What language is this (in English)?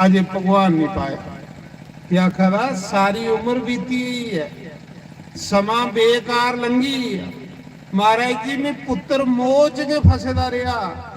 Dogri